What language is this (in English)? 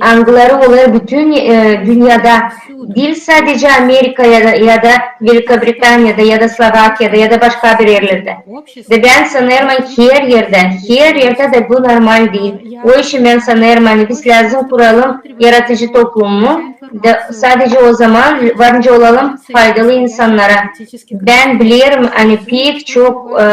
Gagauz